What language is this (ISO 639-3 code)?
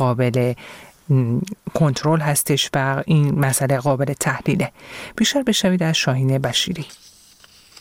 fas